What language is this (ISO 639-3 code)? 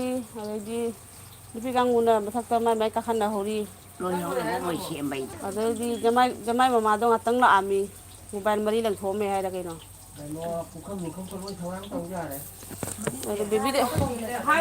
mni